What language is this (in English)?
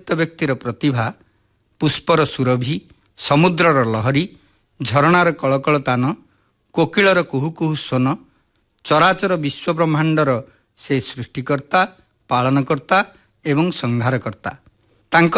Odia